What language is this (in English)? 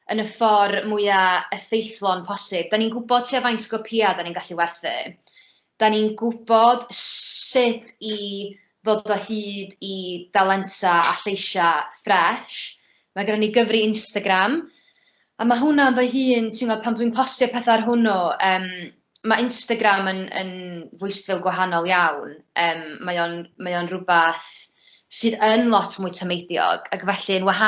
Welsh